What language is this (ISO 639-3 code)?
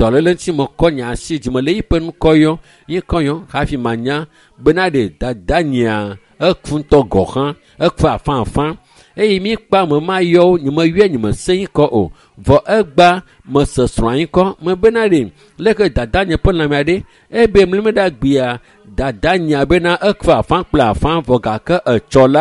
ewe